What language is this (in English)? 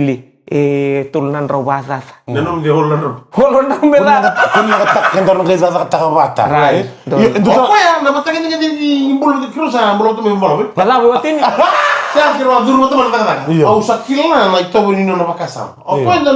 Fijian